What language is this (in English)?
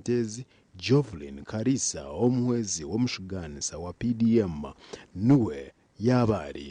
Nyankole